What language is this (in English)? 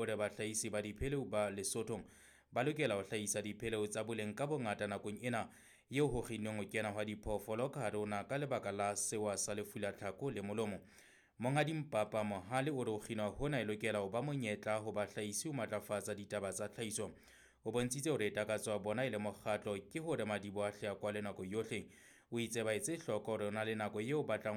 Southern Sotho